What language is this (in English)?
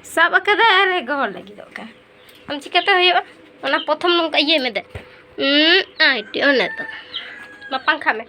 Santali